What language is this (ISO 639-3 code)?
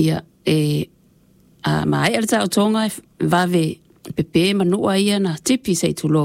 smo